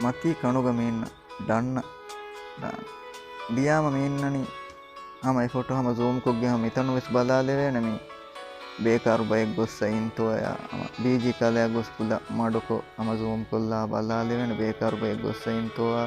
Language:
Divehi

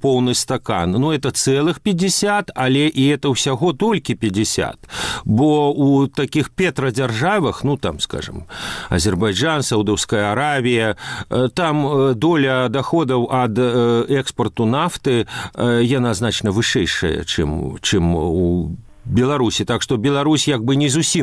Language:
Belarusian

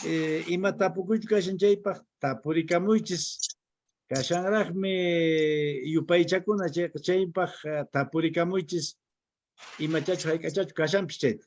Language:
Quechua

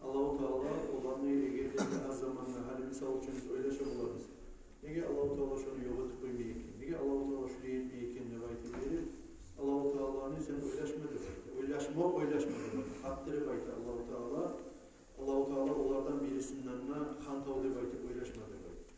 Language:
Kumyk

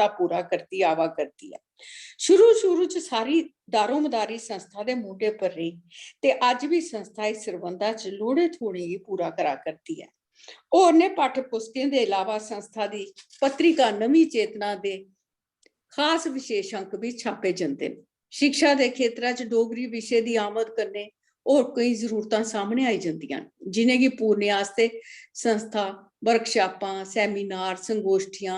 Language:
Dogri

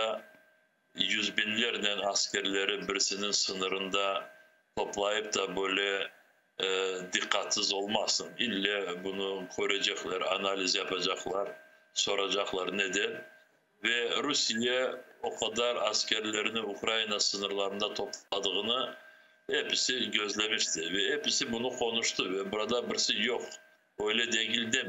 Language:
Crimean Tatar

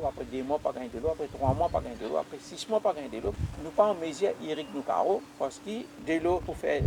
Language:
Morisyen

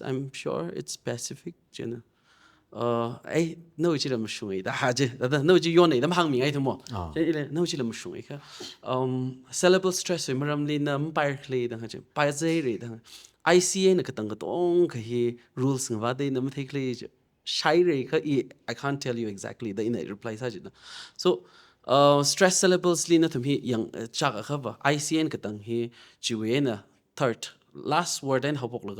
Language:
Tangkhul Naga (India)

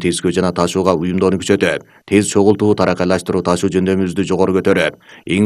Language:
Kyrgyz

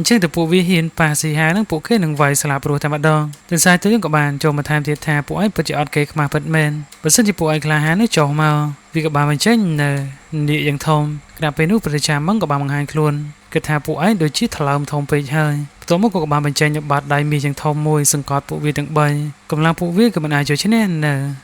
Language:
Khmer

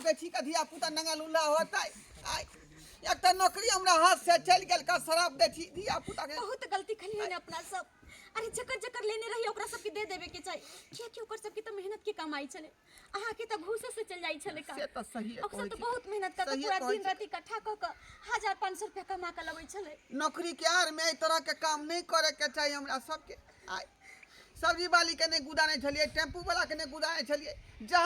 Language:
Maithili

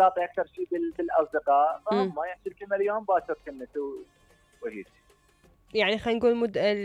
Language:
Mesopotamian Arabic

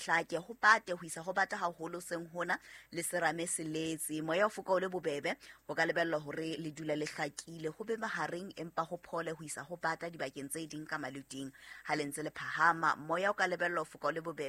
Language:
Southern Sotho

